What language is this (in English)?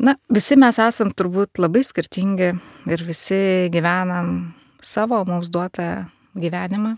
Lithuanian